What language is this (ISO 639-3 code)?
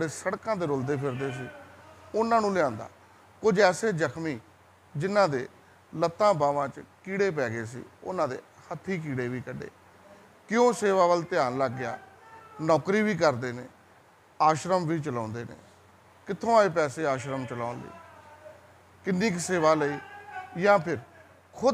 pan